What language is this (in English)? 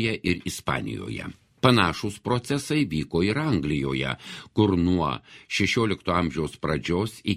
Lithuanian